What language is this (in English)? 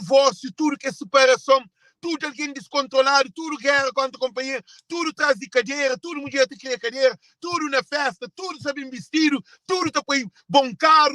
Kabuverdianu